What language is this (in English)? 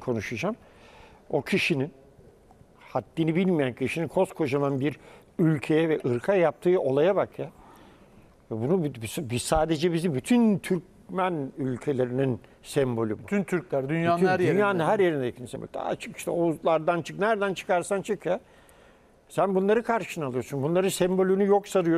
Turkish